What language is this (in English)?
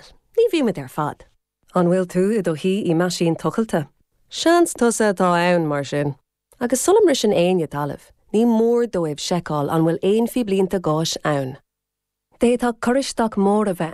Irish